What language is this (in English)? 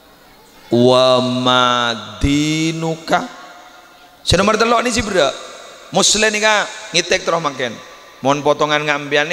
Madurese